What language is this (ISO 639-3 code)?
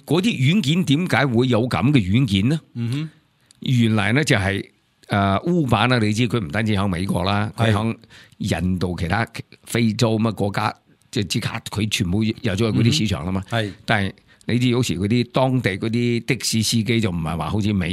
yue